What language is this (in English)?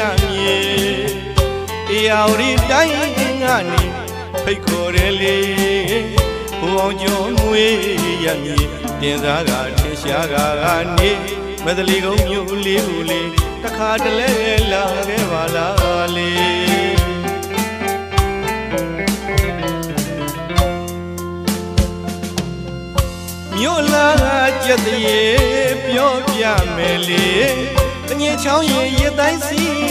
Burmese